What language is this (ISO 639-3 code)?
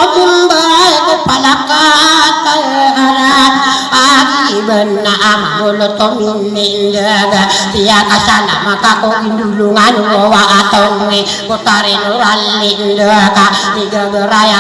mrw